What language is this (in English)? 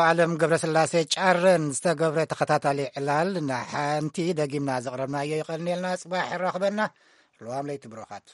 Tigrinya